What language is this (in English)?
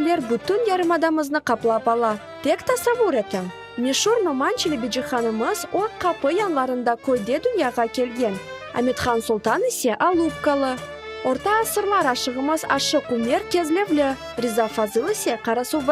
Crimean Tatar